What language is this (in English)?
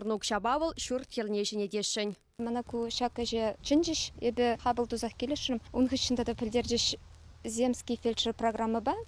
Chuvash